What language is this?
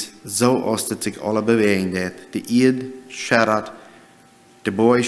Plautdietsch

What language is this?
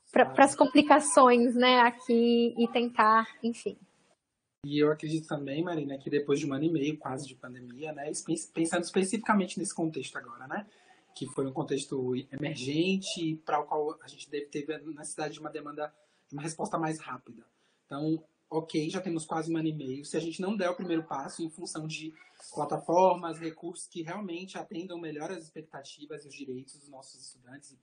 Portuguese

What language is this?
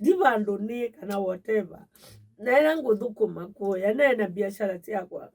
Kamba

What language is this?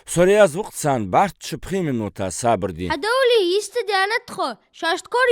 Ingush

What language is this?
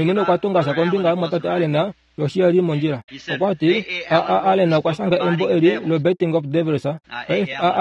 Kuanyama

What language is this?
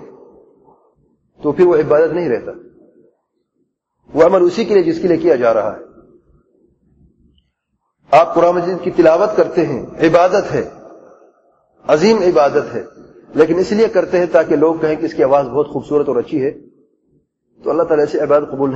Urdu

